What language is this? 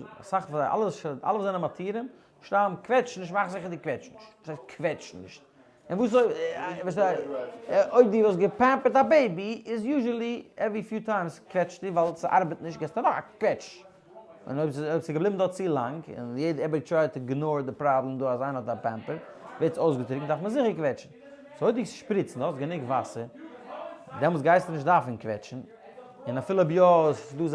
Yiddish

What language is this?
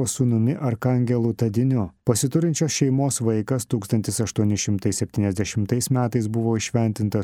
Lithuanian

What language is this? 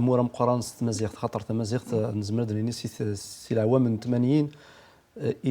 Kabyle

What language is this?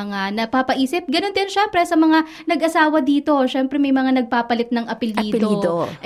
Filipino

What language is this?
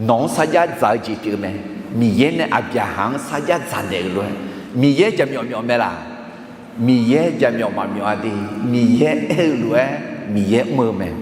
Akha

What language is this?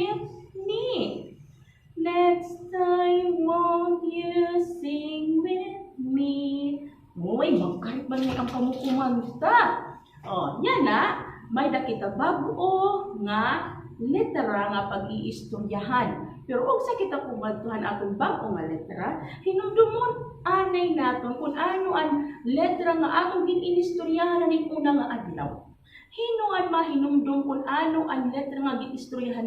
Waray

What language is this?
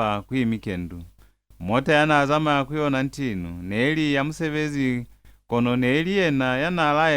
Lozi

